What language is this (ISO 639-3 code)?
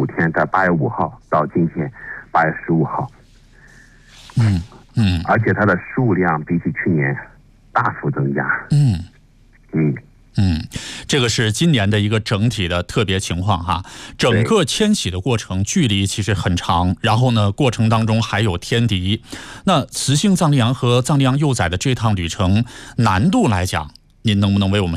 zho